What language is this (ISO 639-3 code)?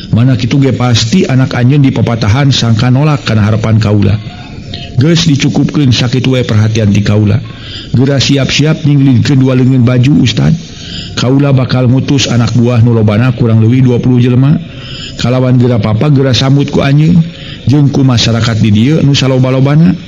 sun